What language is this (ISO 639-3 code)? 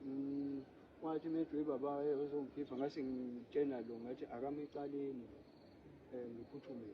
zul